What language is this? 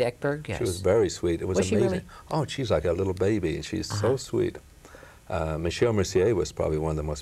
English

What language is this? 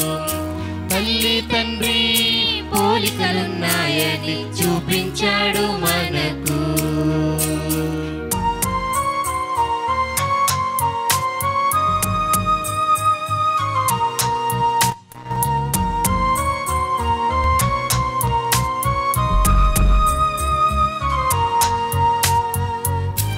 Telugu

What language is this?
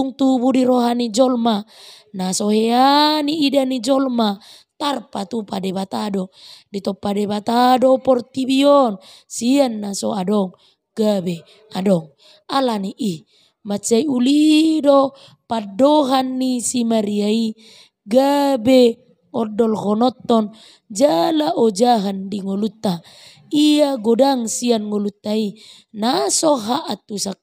Batak Toba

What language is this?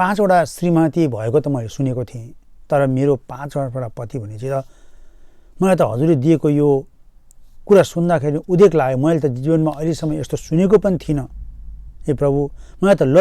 Nepali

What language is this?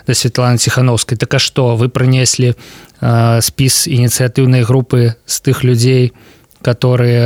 Belarusian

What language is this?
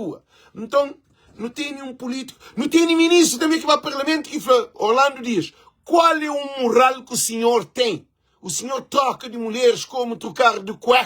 Kabuverdianu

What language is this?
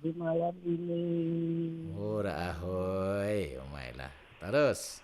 Banjar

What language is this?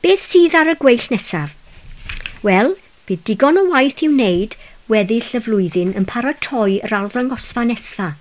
Welsh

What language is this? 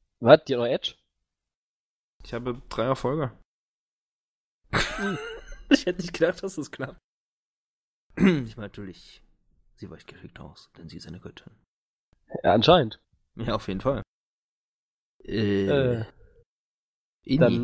German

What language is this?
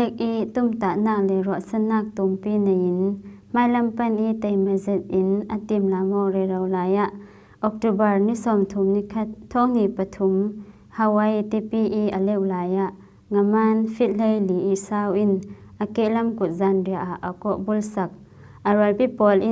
Falam Chin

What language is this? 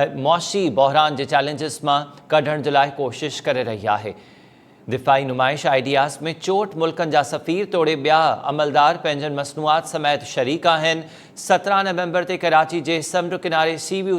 Sindhi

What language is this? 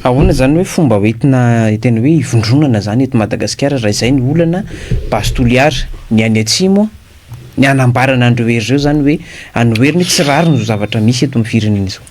Malagasy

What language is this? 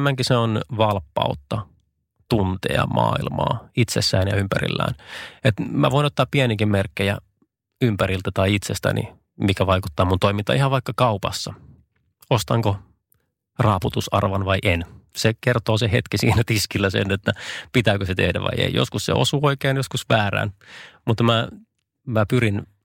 Finnish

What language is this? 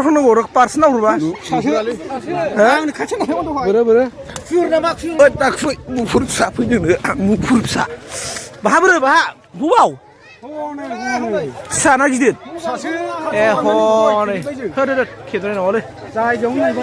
Bodo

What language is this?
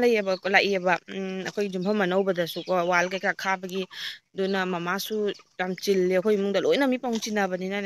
Manipuri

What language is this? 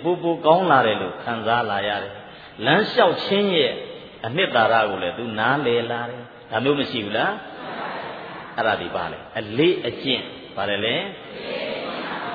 Burmese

